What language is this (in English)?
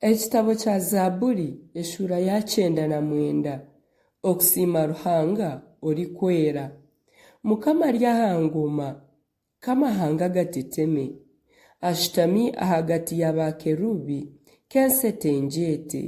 Nyankole